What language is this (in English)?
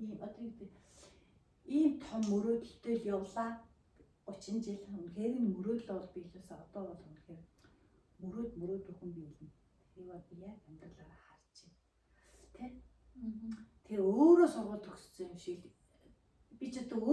Mongolian